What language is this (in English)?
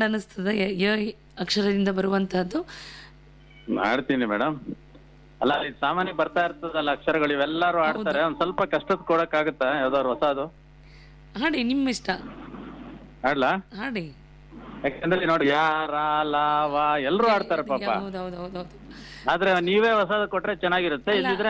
Kannada